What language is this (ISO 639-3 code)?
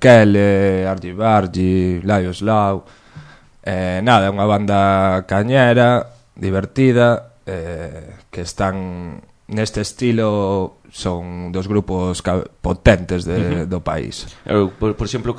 glg